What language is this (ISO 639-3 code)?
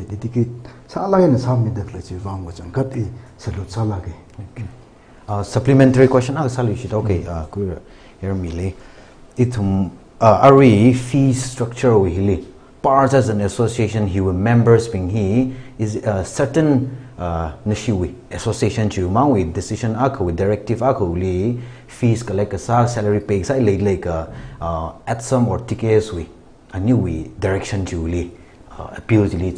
nmf